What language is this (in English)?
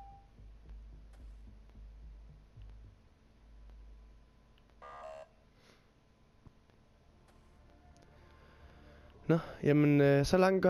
Danish